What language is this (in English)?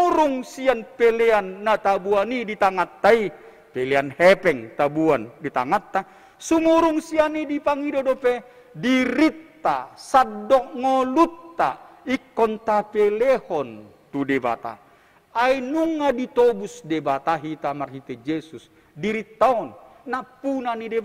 Batak Toba